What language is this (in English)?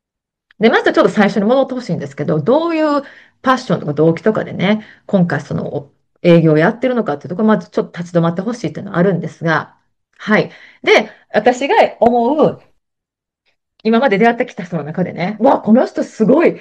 Japanese